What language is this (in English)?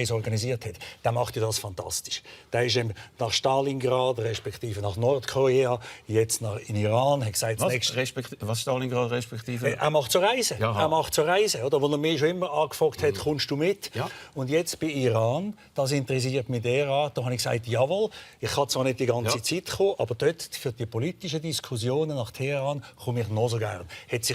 Swiss German